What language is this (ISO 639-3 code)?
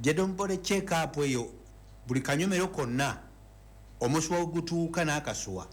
lug